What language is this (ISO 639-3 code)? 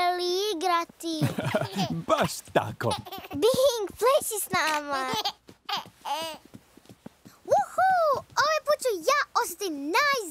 hrv